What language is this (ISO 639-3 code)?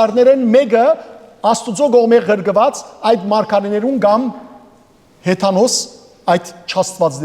hyw